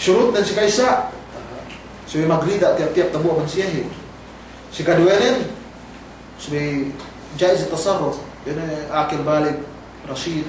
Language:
Yakan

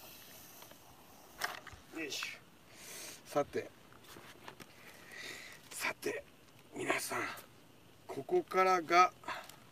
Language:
Japanese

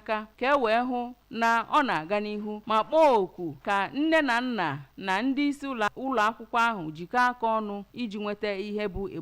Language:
Igbo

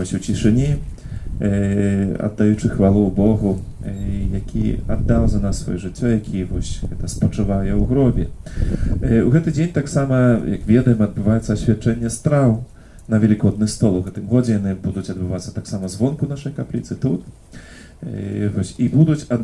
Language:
Belarusian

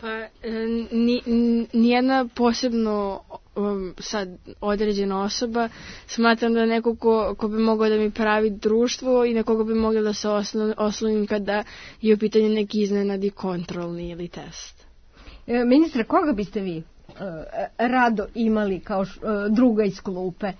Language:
Serbian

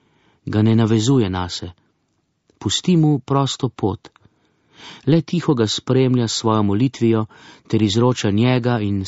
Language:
Slovenian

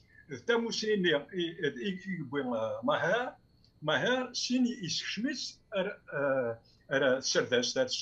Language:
Kabyle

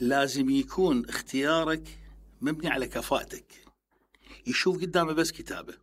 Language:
Mesopotamian Arabic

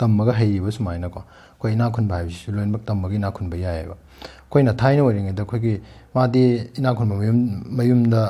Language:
Manipuri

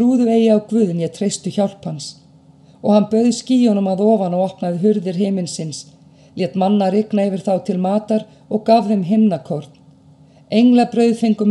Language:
Icelandic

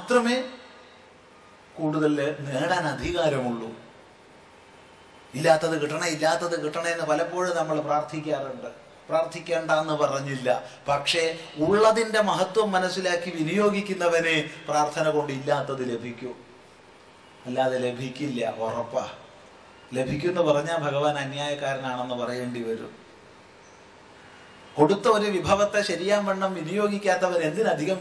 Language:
Malayalam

